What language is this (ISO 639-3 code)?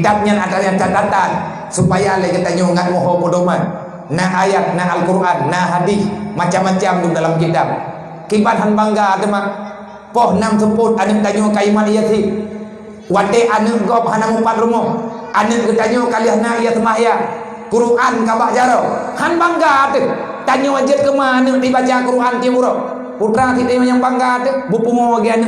ace